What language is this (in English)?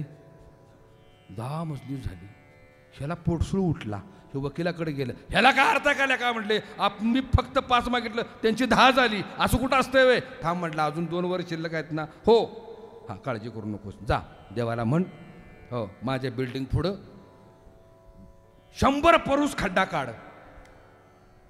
Marathi